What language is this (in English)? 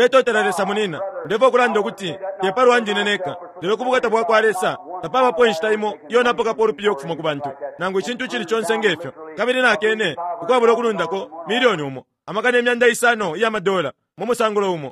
Bemba